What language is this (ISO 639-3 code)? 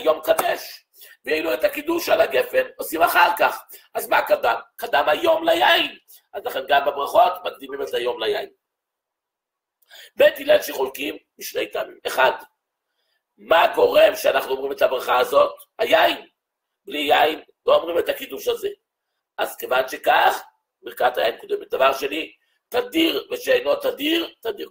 heb